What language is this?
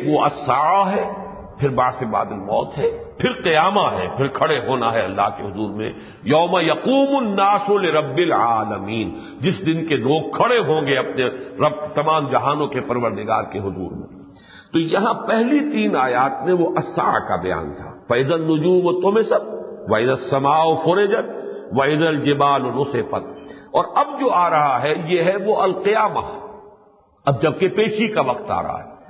Urdu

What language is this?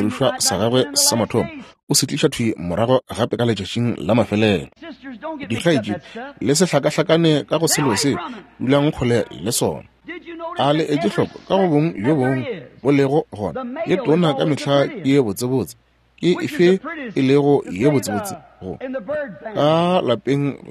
Northern Sotho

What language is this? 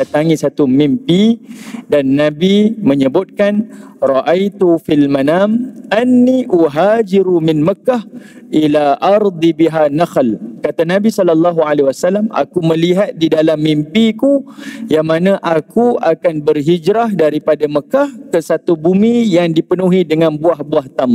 Malay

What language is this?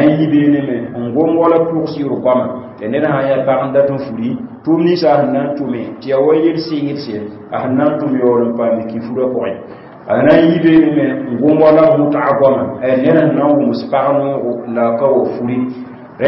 Mossi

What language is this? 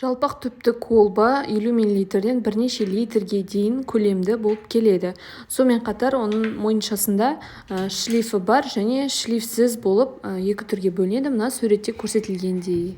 Kazakh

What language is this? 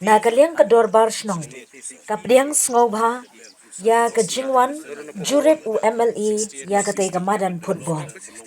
Khasi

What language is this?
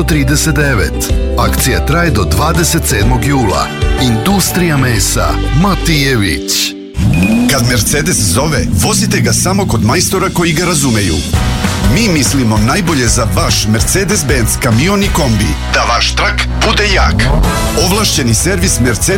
Serbian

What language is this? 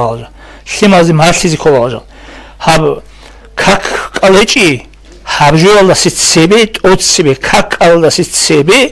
Avaric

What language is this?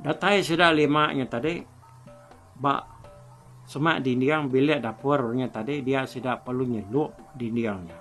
Iban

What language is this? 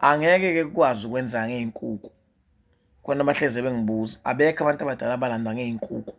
Zulu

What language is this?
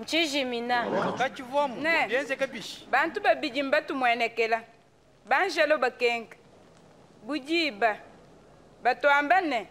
Luba-Lulua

